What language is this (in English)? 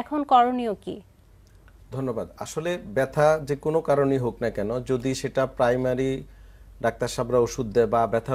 Bangla